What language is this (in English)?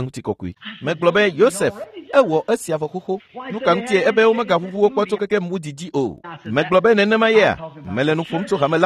Ewe